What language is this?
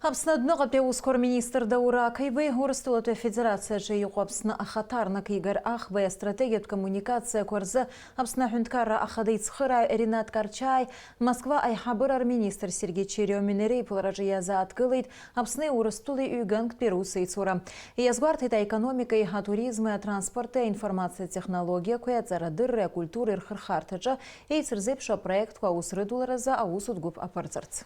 Abkhazian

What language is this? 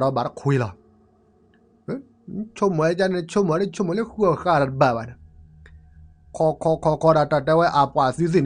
S'gaw Karen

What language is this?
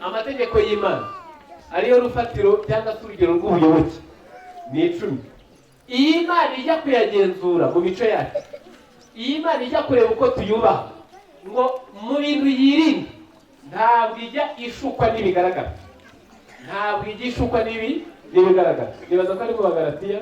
Kinyarwanda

